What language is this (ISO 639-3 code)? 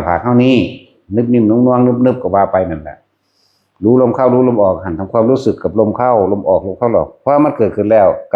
tts